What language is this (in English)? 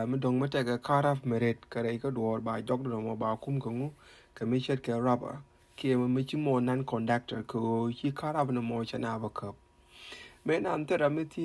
Nuer